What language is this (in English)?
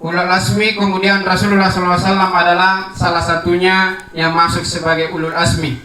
Makasar